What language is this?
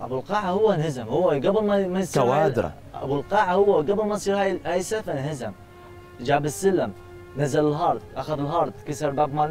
Mesopotamian Arabic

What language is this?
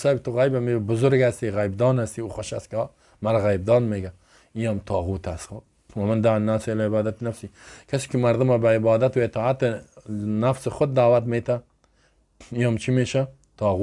Persian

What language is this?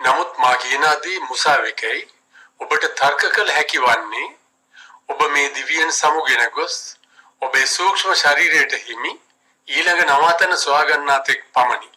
Sinhala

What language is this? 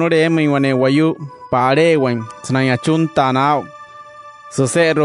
Wayuu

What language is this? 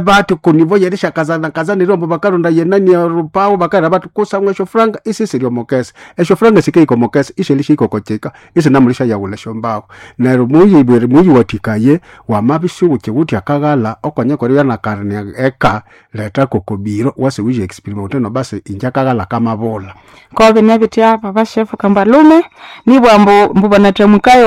Nande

